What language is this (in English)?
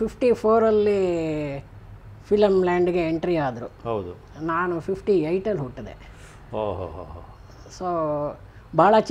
Kannada